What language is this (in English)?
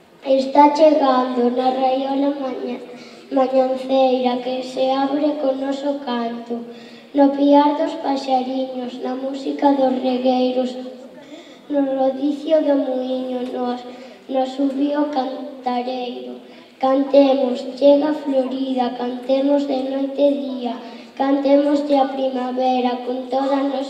Galician